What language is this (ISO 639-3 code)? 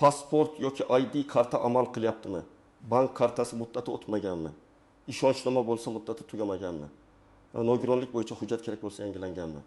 uzb